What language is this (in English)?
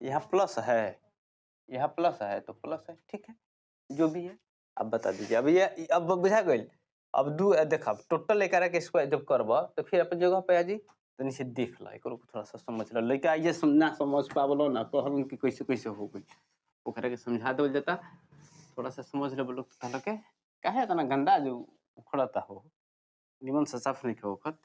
Bhojpuri